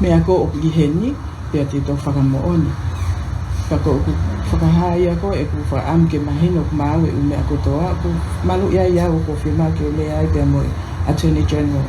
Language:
Tongan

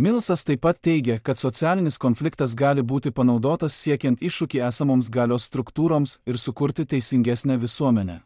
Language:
Lithuanian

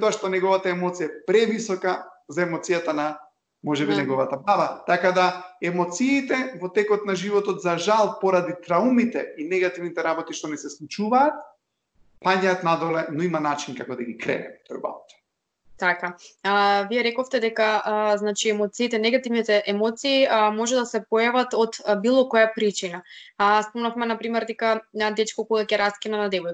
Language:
Macedonian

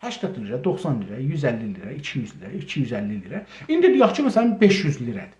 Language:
South Azerbaijani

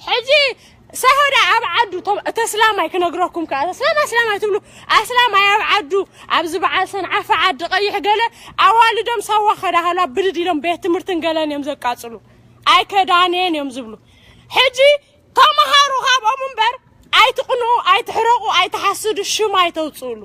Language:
Tigrinya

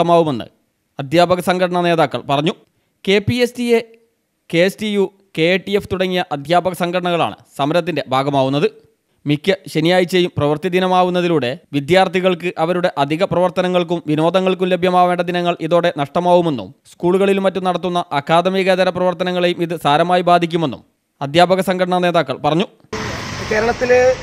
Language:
Malayalam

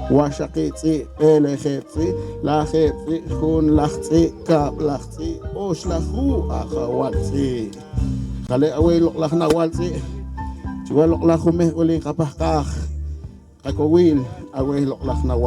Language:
Poqomchi'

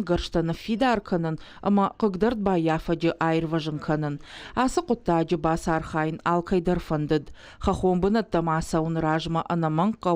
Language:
Ossetic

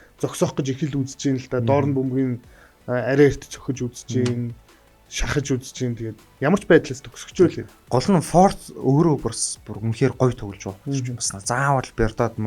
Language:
Mongolian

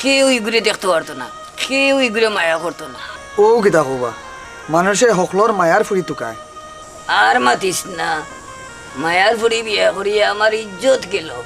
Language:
Sylheti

